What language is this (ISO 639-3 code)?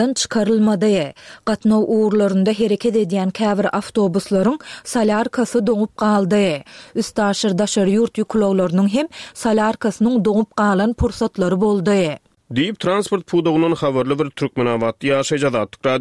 tuk